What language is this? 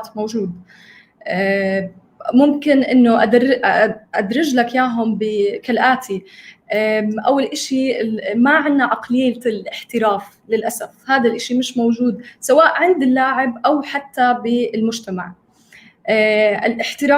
North Levantine Arabic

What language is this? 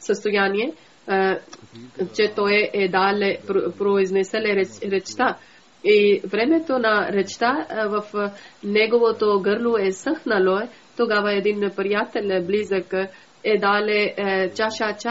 Bulgarian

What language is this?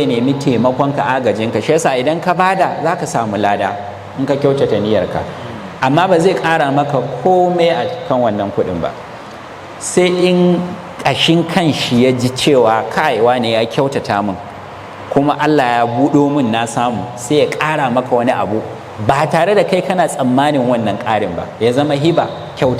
Hausa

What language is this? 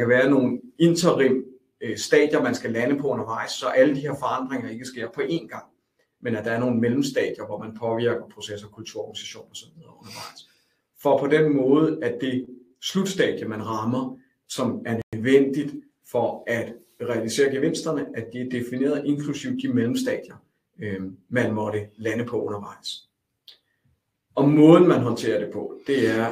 Danish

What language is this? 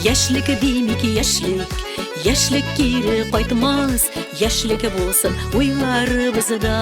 Bashkir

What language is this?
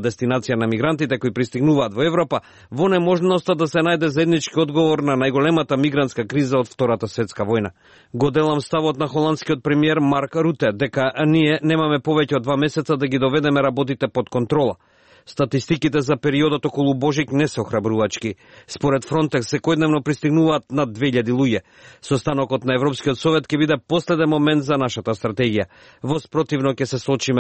Macedonian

